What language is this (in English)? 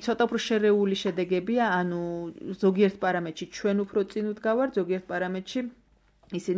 Georgian